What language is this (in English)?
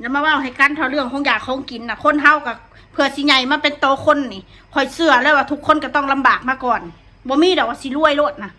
Northeastern Thai